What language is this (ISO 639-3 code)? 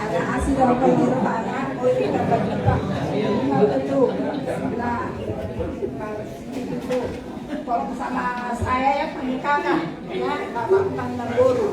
bbc